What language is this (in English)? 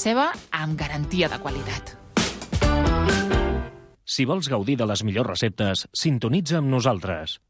Catalan